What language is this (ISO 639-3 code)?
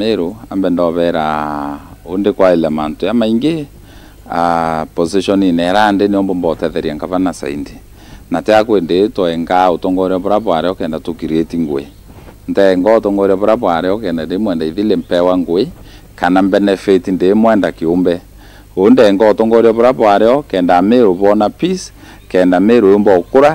mer